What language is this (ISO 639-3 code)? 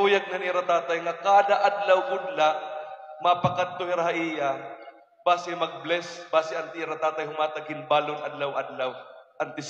war